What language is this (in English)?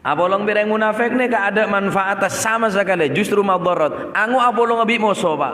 Madurese